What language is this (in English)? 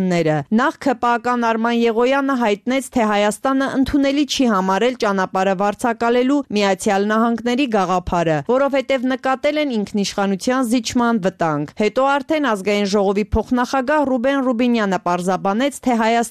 Armenian